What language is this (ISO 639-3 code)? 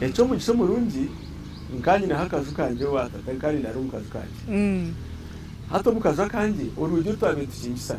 nyn